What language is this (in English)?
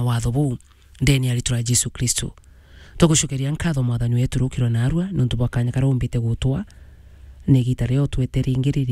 Meru